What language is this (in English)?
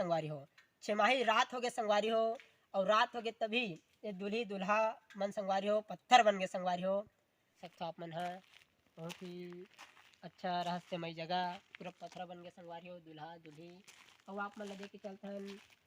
Chhattisgarhi